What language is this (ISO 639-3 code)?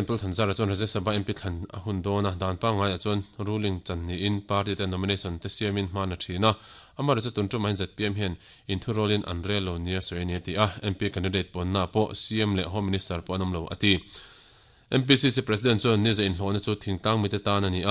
lus